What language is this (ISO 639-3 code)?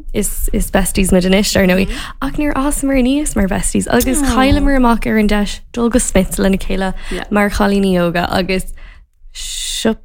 gle